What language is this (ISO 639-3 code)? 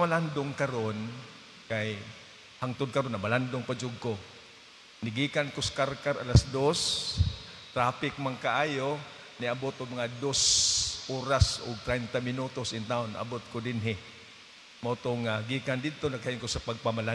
ceb